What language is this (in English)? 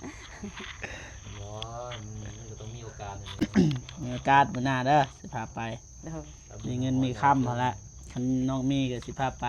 Lao